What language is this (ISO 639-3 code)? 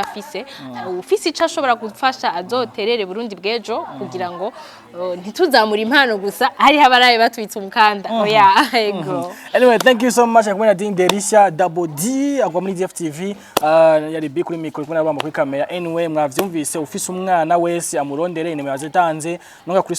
run